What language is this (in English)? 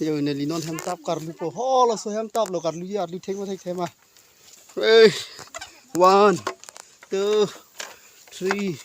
Karbi